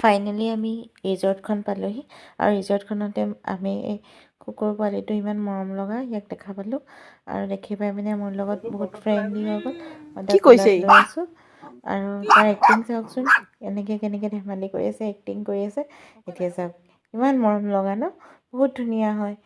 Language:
Assamese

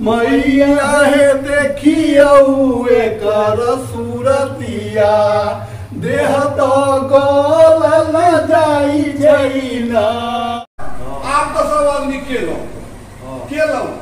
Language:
Maithili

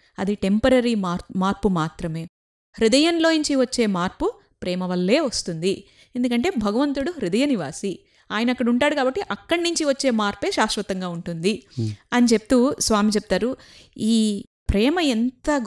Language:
Telugu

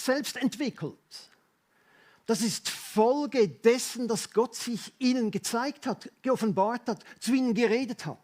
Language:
Swiss German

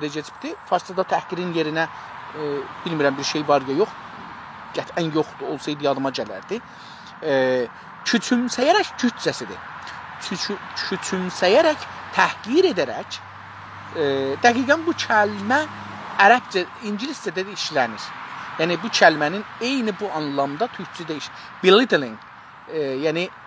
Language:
South Azerbaijani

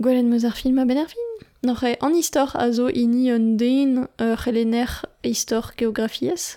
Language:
Breton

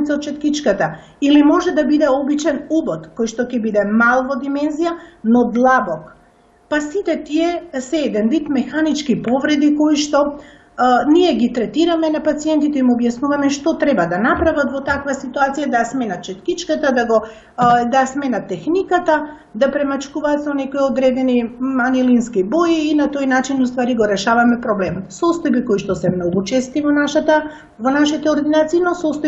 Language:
Macedonian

